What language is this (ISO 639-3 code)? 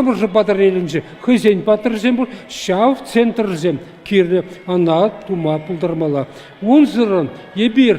chv